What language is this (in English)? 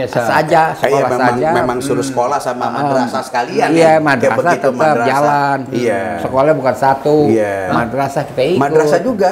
Betawi